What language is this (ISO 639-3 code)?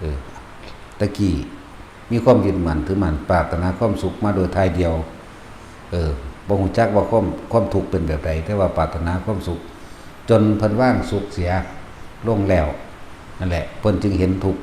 lao